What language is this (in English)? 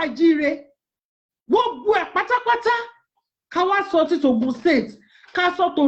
Yoruba